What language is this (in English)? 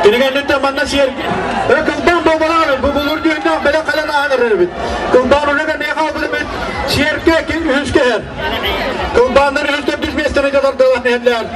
Yakut